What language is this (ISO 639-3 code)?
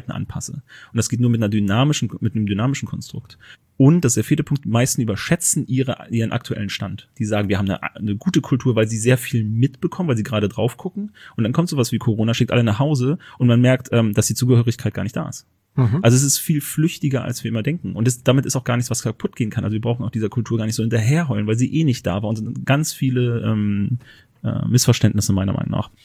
deu